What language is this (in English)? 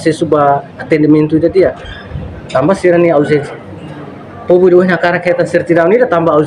Tetum